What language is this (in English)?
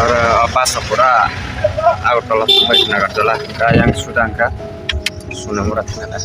Kok Borok